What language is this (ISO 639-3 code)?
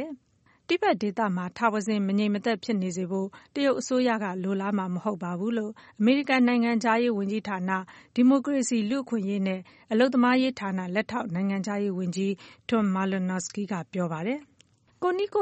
mya